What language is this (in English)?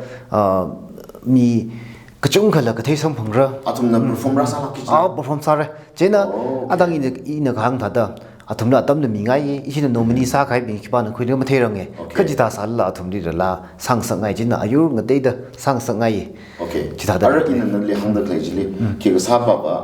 Tangkhul Naga (India)